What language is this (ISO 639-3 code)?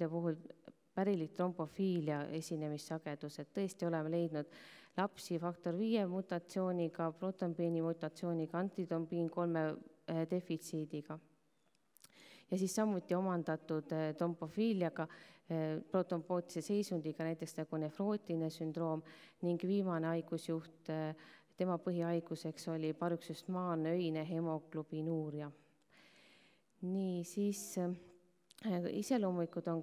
est